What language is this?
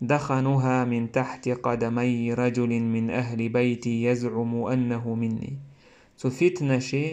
Chechen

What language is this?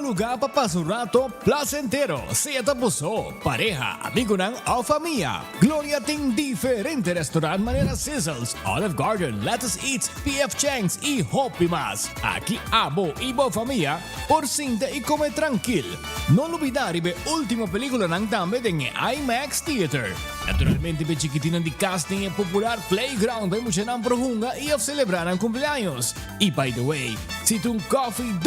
Papiamento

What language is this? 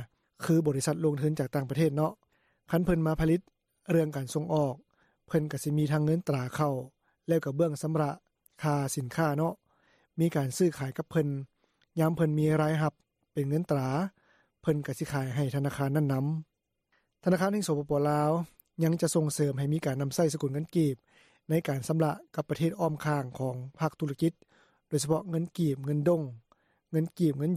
Lao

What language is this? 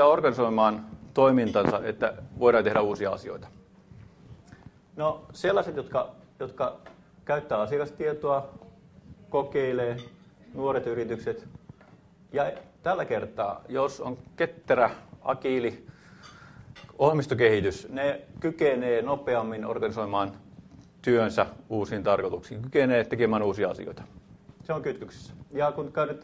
Finnish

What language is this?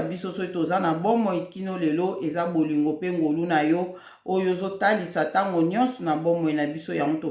Lingala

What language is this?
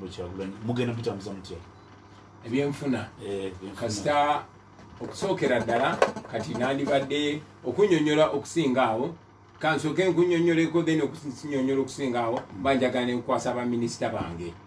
Ganda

